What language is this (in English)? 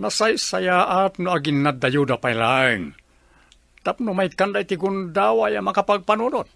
Iloko